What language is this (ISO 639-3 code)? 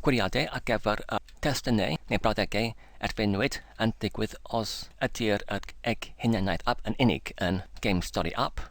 cym